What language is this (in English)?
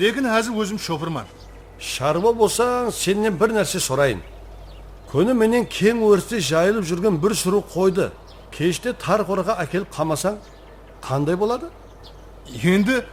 Kara-Kalpak